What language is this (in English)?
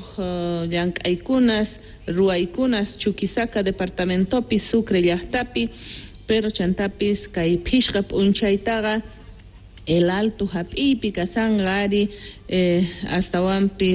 Quechua